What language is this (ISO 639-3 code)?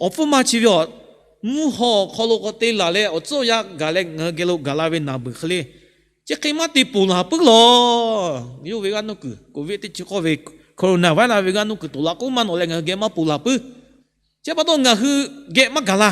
lhu